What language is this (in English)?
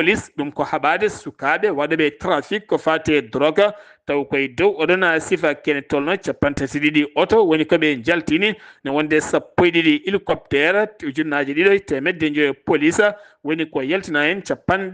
Fula